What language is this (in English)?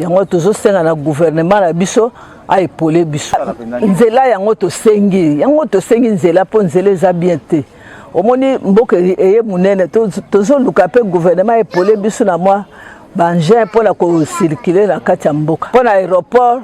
Lingala